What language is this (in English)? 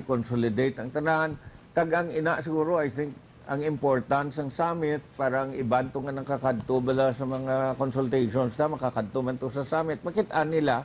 Hiligaynon